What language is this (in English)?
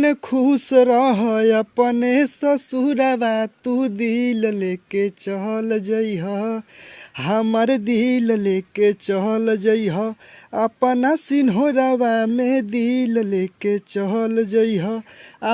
Bhojpuri